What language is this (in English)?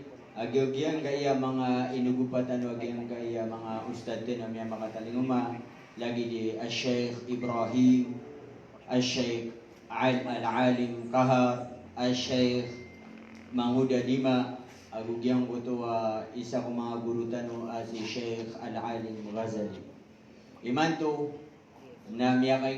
Maranao